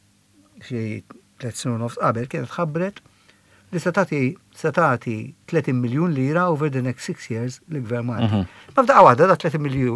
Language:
Maltese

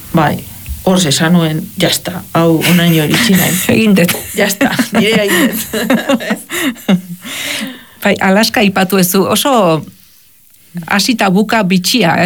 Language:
Basque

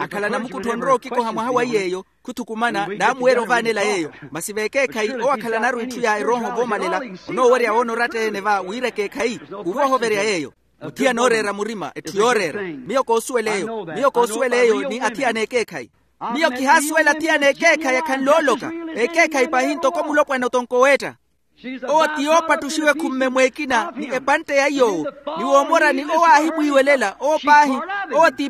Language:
Makhuwa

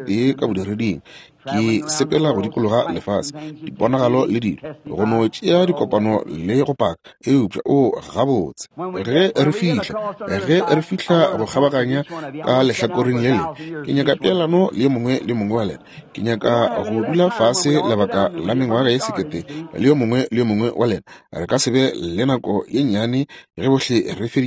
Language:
Northern Sotho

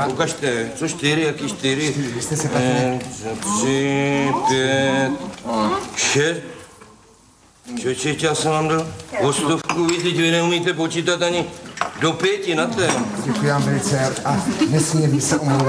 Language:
Czech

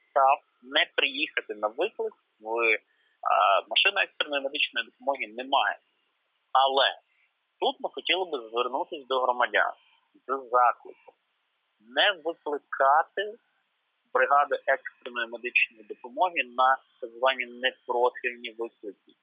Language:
Ukrainian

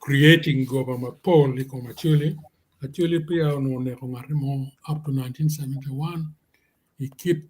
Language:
Acoli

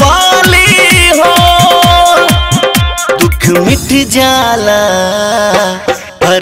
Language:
Bhojpuri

